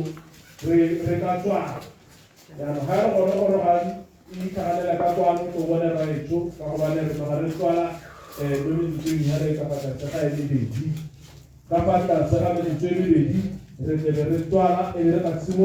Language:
Tswana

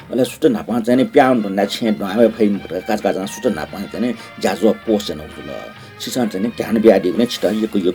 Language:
Newari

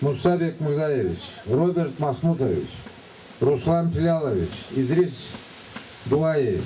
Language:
Karachay-Balkar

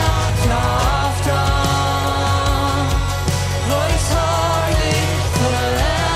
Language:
Plautdietsch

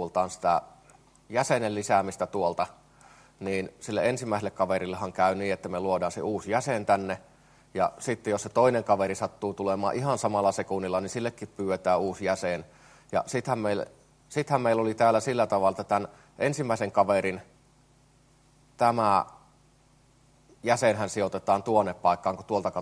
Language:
Finnish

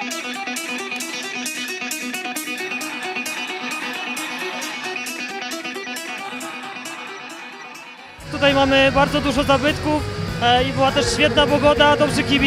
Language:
Polish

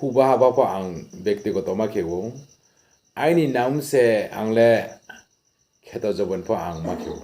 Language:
Riang (India)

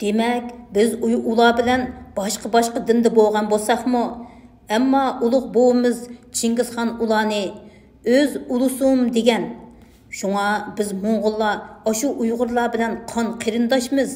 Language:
Uyghur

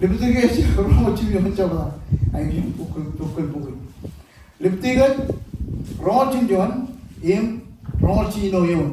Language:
Marshallese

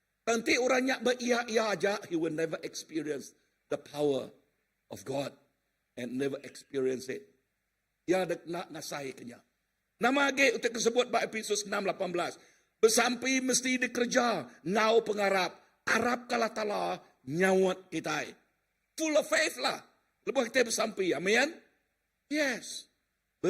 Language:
Iban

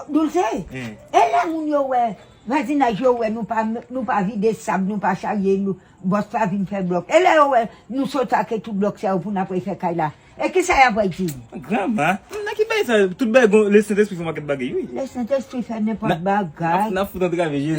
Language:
Haitian Creole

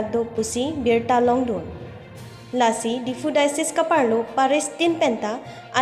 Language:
Karbi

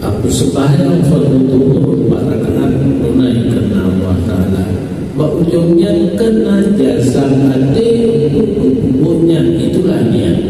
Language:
Achinese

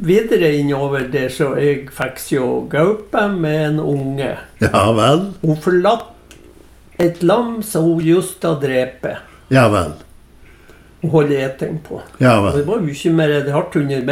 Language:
Norwegian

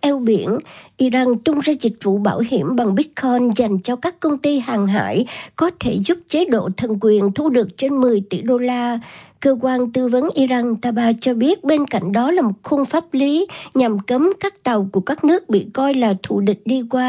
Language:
Vietnamese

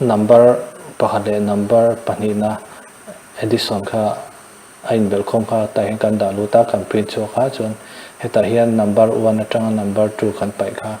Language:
Mizo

